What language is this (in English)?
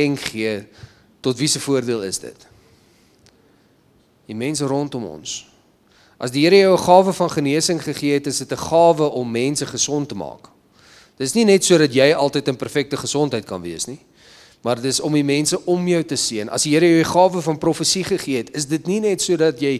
Afrikaans